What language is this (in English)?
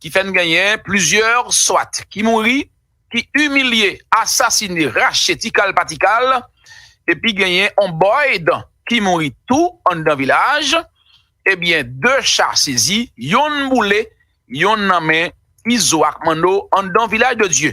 Haitian Creole